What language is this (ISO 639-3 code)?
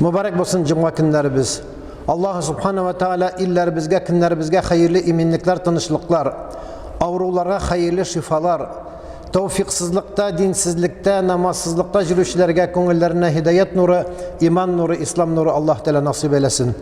tat